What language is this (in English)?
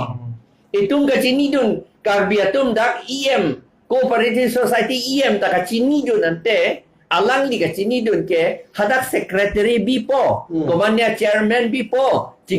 Karbi